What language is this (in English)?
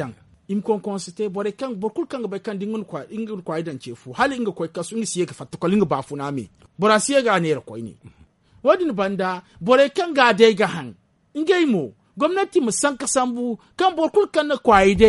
Zarma